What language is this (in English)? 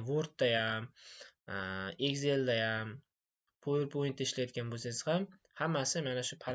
Uzbek